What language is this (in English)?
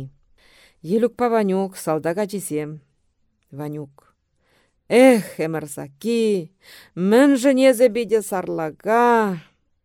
Chuvash